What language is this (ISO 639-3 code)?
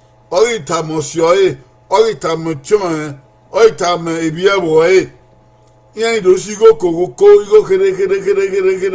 bin